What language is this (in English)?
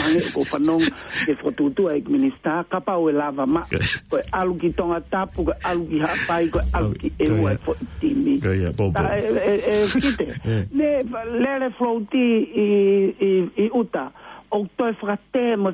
Tongan